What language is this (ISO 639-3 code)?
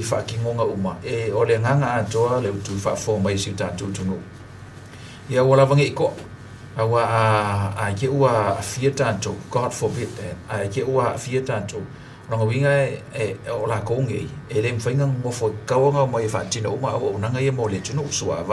smo